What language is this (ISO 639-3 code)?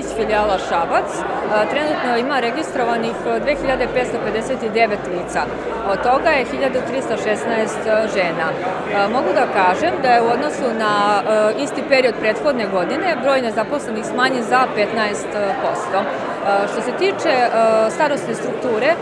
srp